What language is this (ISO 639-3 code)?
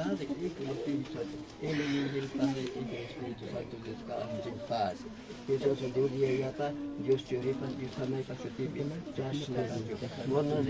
qvi